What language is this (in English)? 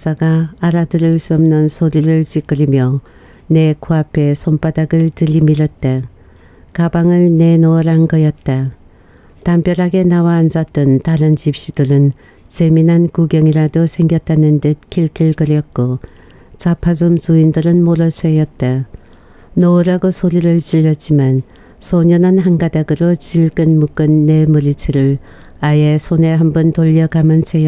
Korean